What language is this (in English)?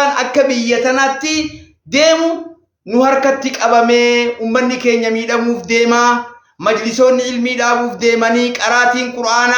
Oromo